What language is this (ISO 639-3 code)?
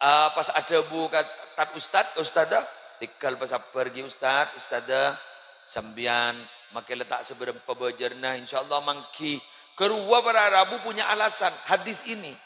mad